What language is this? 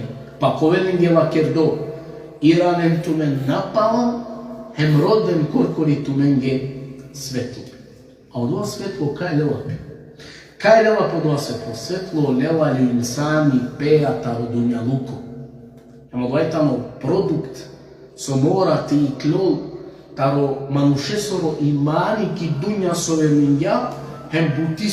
Balkan Romani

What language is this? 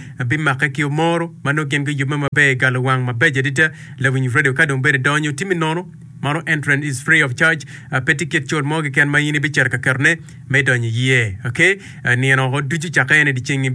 Acoli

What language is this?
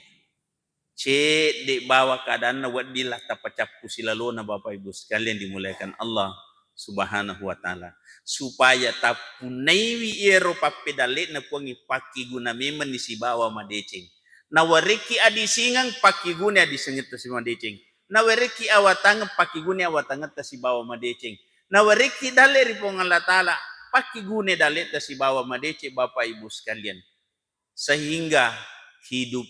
Buginese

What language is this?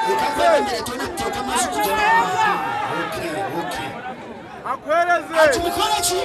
Nyankole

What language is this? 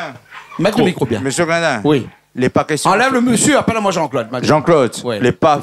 Réunion Creole French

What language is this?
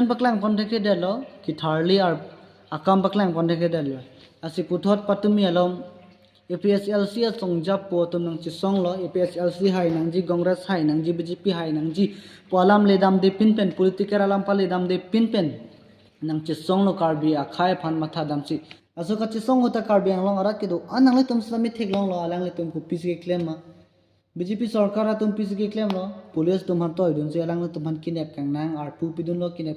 Karbi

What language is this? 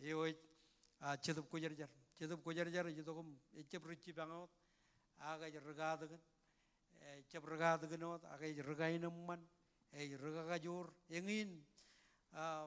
Marshallese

